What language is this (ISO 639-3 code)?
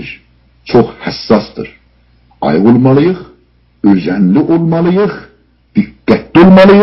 azb